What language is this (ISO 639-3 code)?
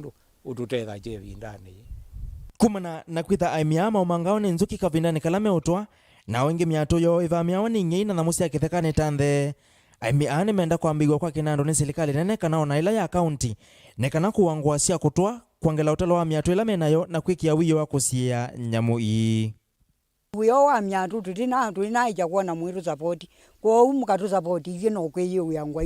kam